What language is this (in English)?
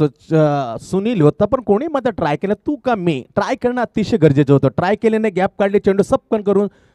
Marathi